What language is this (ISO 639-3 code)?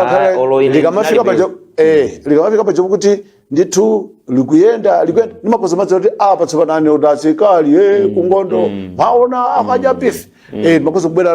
nya